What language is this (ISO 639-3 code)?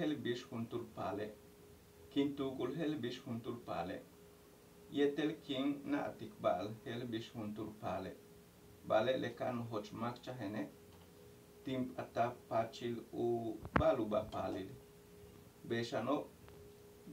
yua